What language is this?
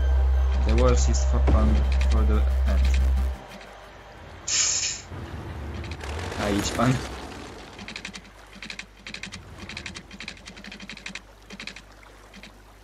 Polish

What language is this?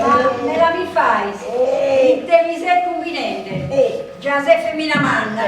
Sardinian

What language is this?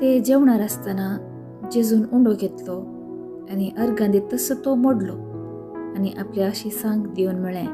Konkani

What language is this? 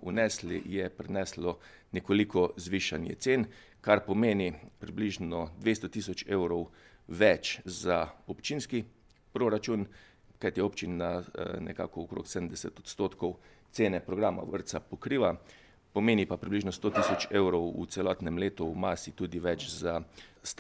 Slovenian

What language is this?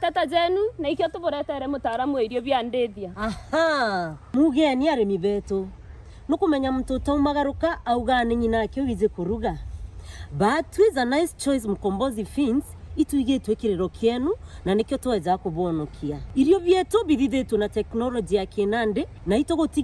Meru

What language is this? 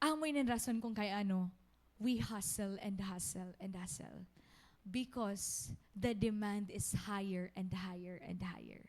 Waray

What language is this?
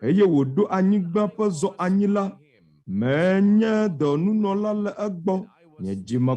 Ewe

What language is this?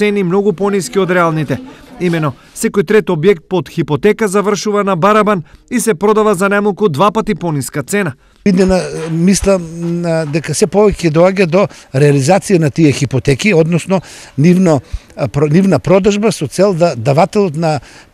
Macedonian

